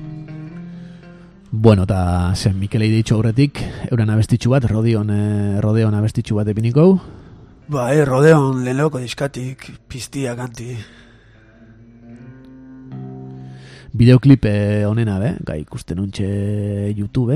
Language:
Basque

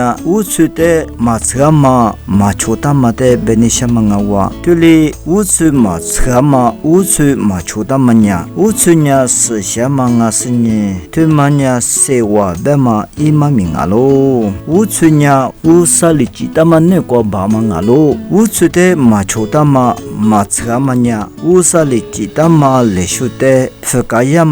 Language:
Lisu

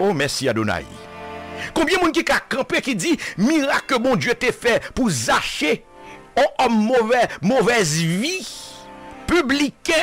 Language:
Haitian Creole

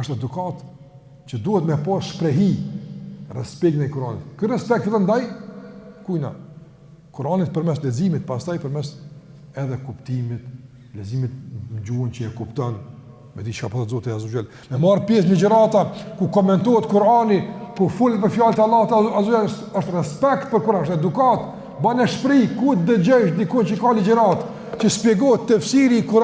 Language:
Albanian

